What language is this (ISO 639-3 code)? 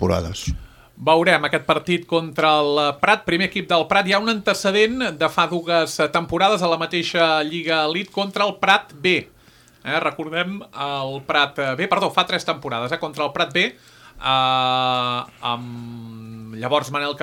cat